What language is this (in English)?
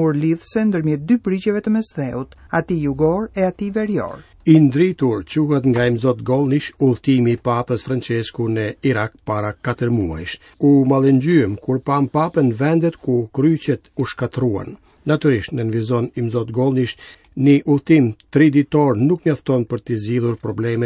Albanian